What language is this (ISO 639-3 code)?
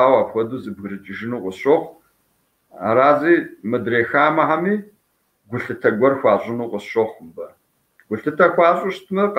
kbd